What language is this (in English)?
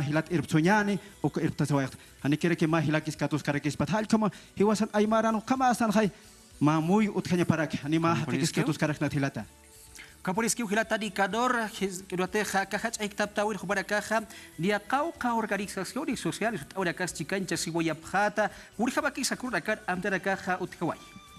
Aymara